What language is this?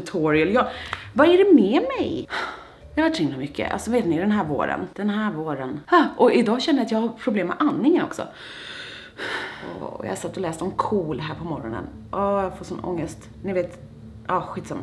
Swedish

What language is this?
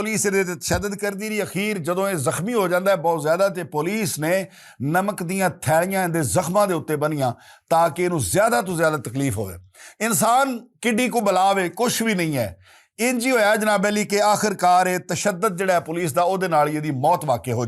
Western Panjabi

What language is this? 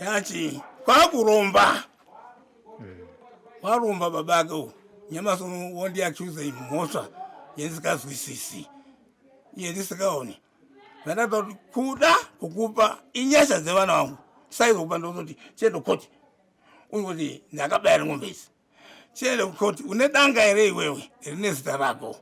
Shona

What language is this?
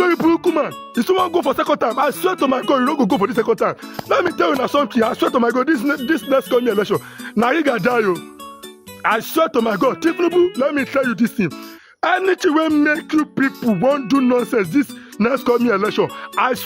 Nigerian Pidgin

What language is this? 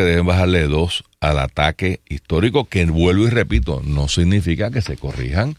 Spanish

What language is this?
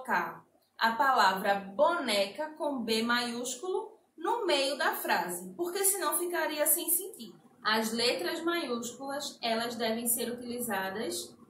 Portuguese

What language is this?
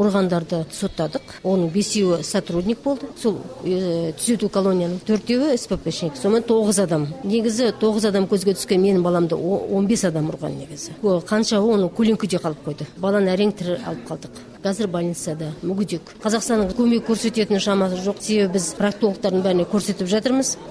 Kazakh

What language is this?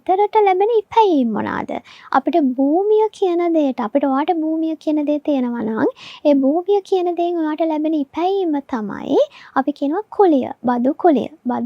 Sinhala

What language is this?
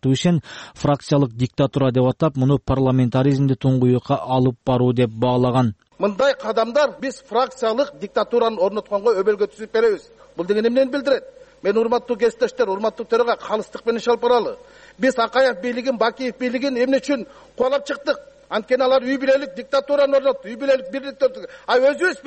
Kyrgyz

